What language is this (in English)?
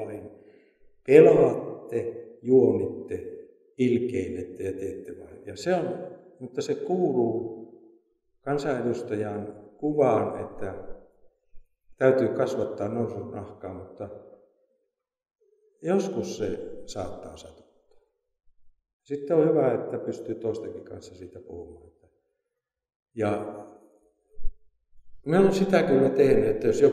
Finnish